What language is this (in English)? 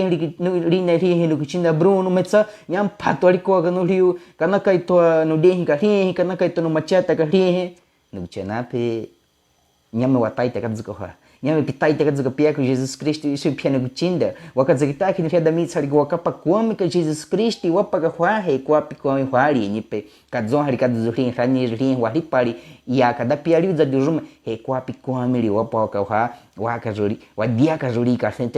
Baniwa